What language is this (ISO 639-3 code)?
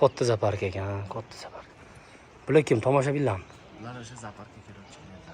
uzb